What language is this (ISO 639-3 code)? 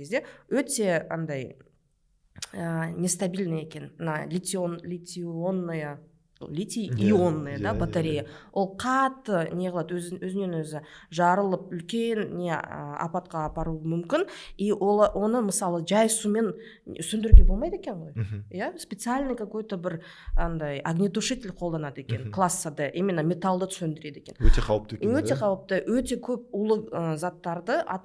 kaz